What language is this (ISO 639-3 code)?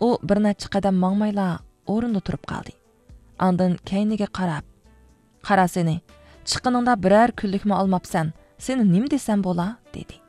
uig